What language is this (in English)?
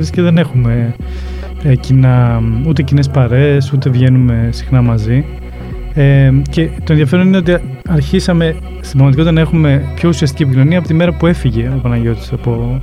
Greek